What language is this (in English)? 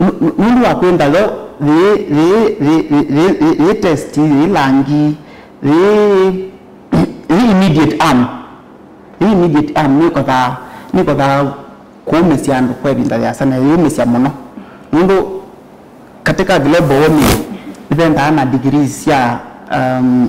Kamba